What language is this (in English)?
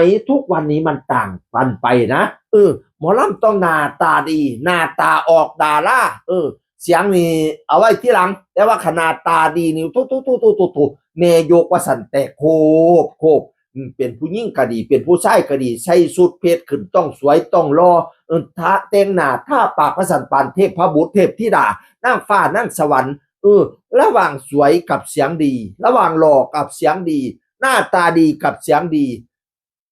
Northeastern Thai